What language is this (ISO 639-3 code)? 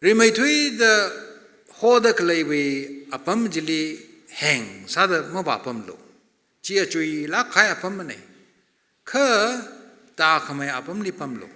nmf